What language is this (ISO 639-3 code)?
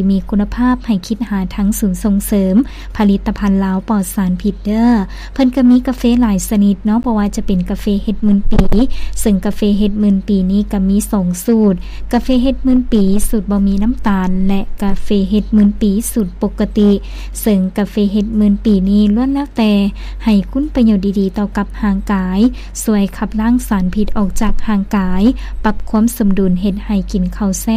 lao